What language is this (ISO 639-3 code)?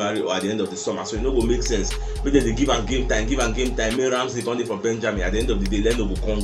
pcm